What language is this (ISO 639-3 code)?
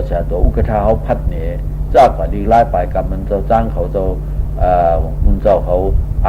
shn